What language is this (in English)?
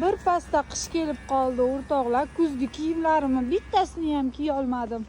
Uzbek